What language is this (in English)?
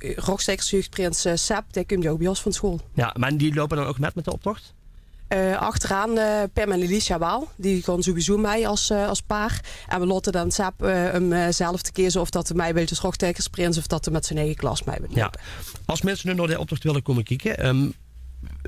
Limburgish